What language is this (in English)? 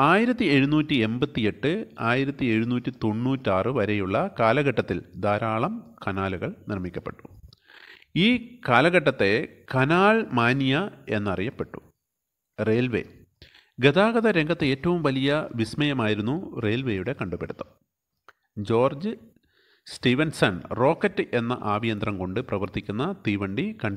Malayalam